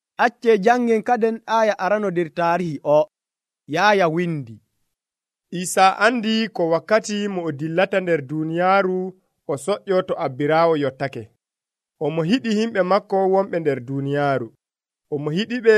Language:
Nigerian Fulfulde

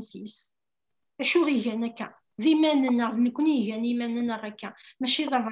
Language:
Kabyle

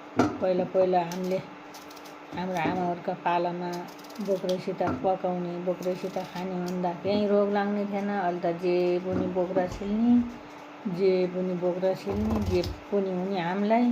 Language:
Nepali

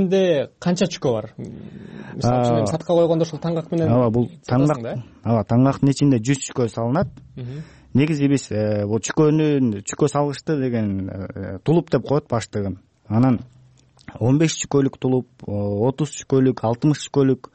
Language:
Kyrgyz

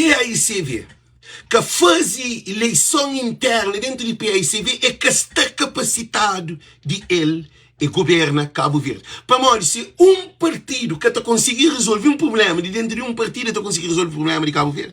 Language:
Kabuverdianu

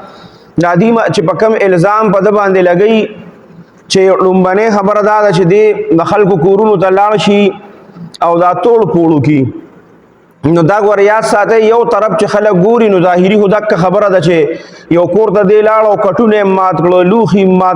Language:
Pashto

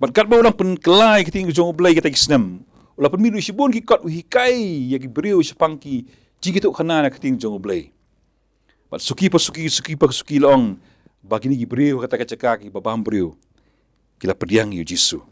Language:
Khasi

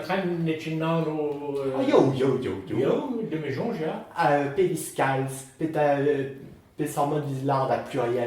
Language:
Breton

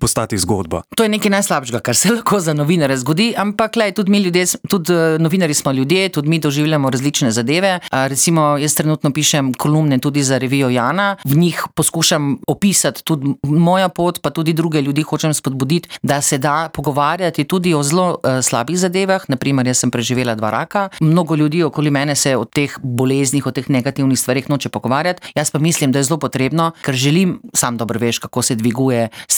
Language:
Slovenian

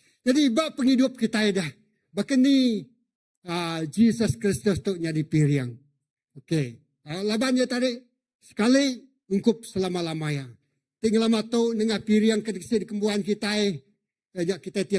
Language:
Iban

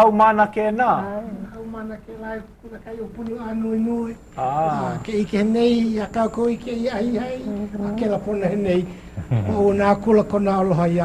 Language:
Hawaiian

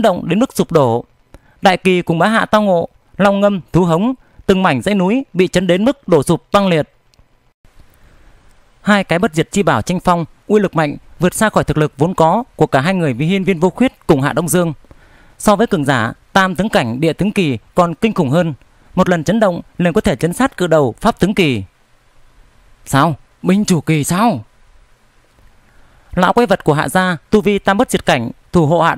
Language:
Vietnamese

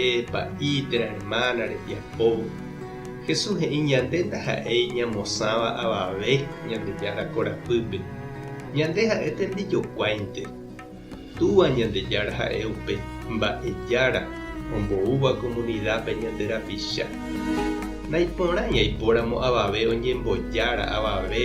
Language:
Guarani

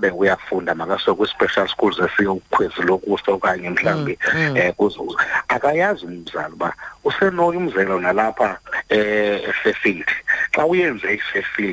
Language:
Xhosa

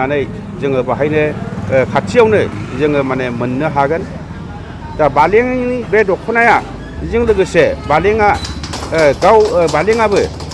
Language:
Bodo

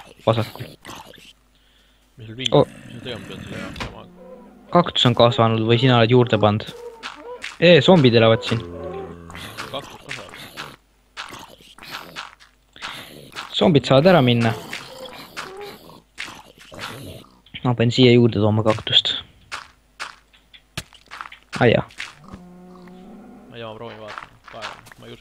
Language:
Estonian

